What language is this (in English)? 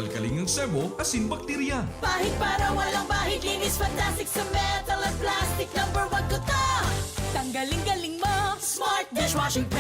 Bikol